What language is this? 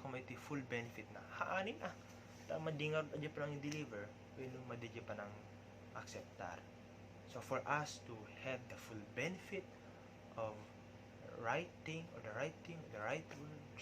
Iloko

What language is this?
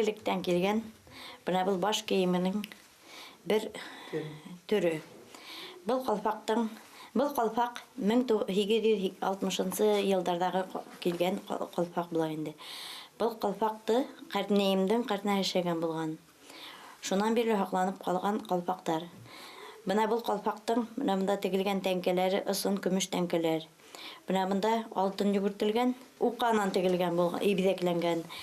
Bashkir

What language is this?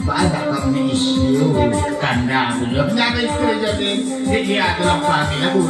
Minangkabau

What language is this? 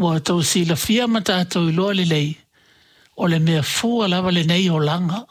Samoan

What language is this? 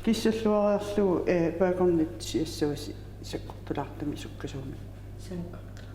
Kalaallisut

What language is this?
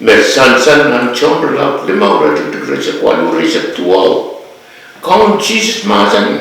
Pohnpeian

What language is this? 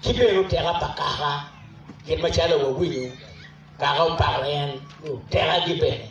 Acoli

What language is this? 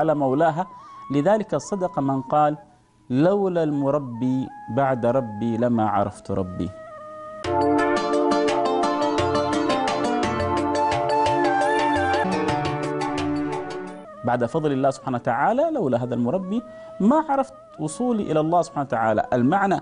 Arabic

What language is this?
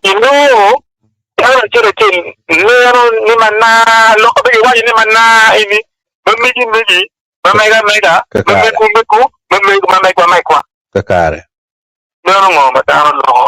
Acoli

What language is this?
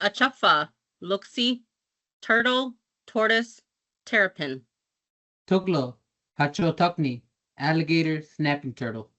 Choctaw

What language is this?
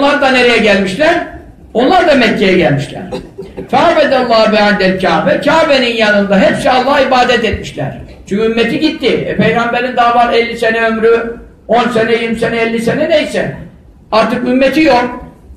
Turkish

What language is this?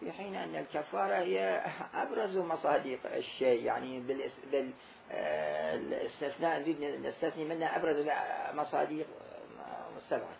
Mesopotamian Arabic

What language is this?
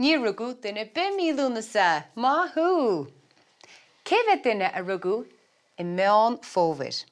Irish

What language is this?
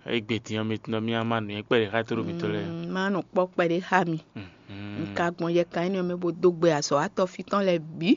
Fon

